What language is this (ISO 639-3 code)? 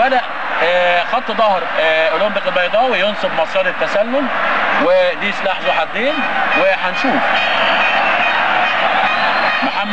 arz